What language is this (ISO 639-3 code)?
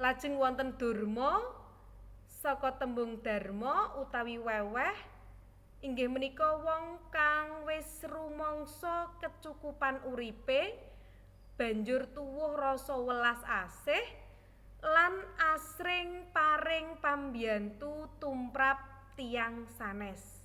jav